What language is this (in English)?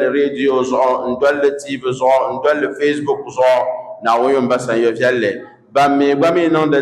Dagbani